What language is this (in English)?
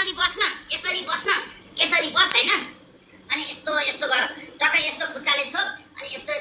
Nepali